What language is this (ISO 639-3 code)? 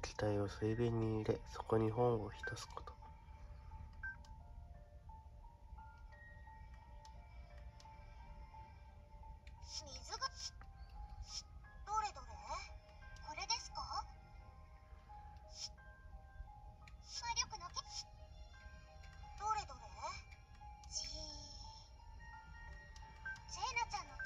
jpn